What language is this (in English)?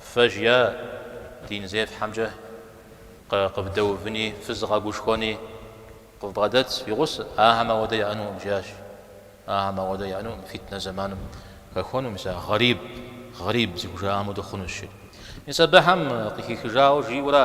Kabardian